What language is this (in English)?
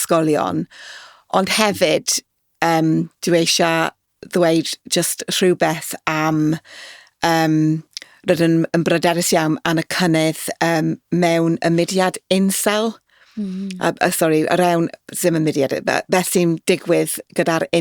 Welsh